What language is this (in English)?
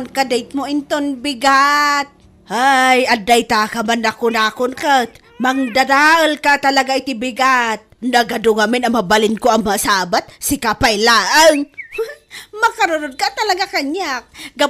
Iloko